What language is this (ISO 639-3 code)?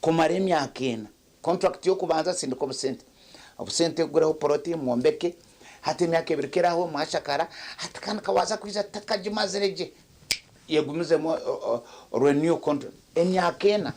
nyn